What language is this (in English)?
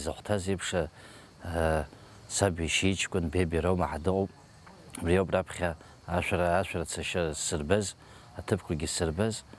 Abkhazian